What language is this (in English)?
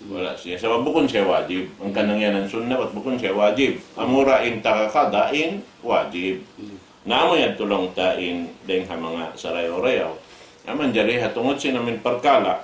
Tausug